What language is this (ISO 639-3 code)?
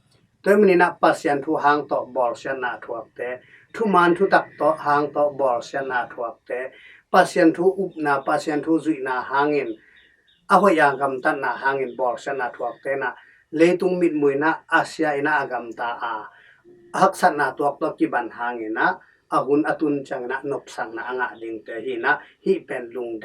ctd